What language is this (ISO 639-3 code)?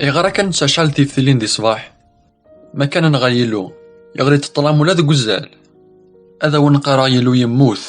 kab